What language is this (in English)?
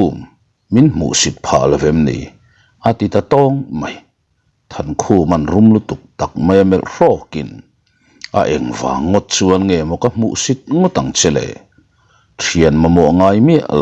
Mizo